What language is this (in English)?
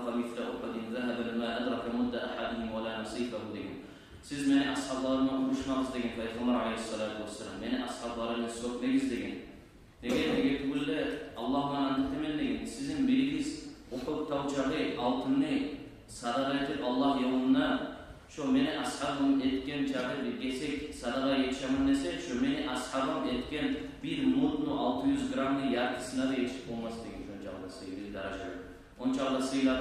Kumyk